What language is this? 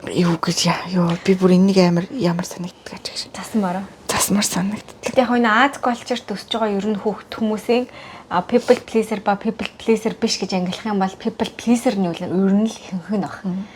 Mongolian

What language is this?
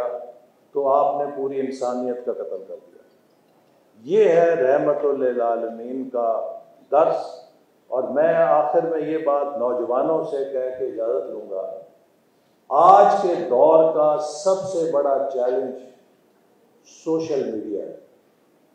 Urdu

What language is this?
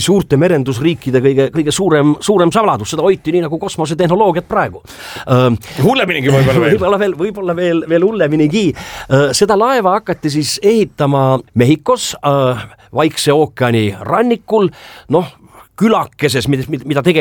Estonian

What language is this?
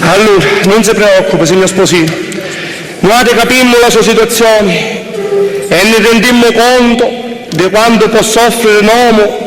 Sicilian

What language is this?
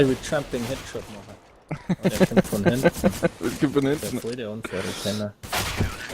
Bavarian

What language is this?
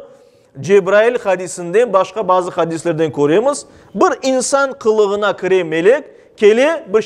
Crimean Tatar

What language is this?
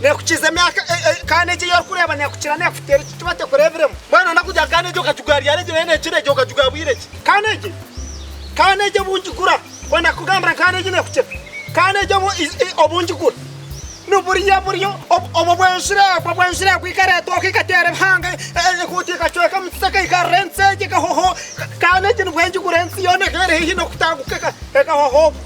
Nyankole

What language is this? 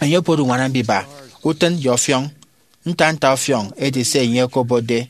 Efik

